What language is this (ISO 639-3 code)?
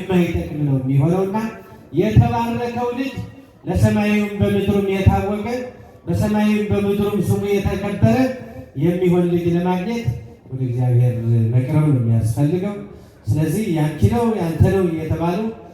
amh